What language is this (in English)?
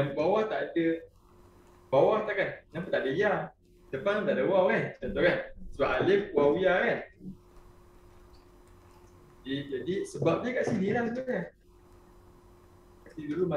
Malay